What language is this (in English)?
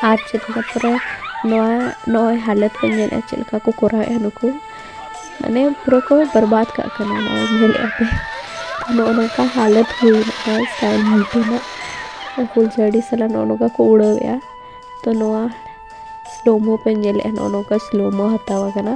Santali